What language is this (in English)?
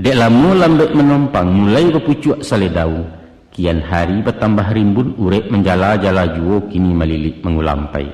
Minangkabau